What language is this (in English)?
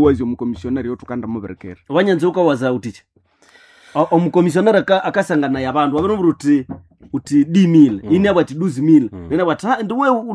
Nande